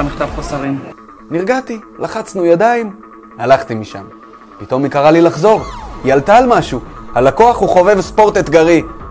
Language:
Hebrew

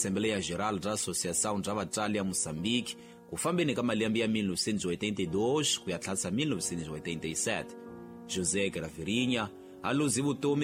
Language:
Tsonga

